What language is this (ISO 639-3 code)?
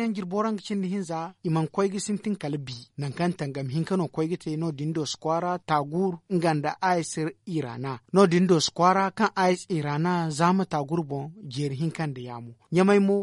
dje